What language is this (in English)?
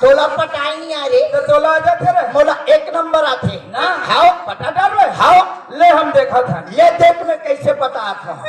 Chhattisgarhi